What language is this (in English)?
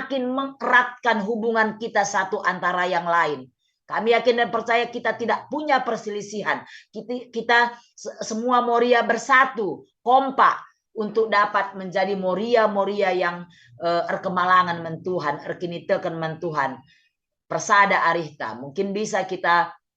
Batak Karo